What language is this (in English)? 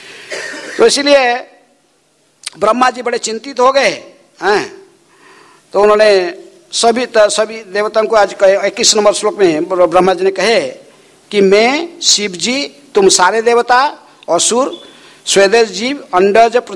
Hindi